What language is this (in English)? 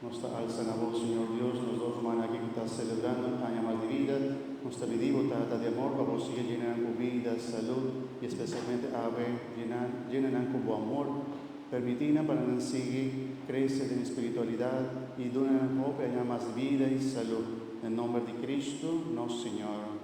Papiamento